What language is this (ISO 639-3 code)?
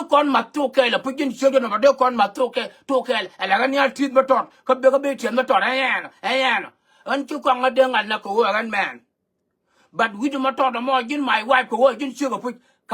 nus